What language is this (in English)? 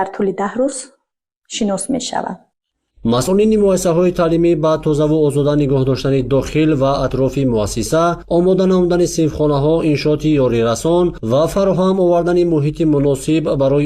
Tajik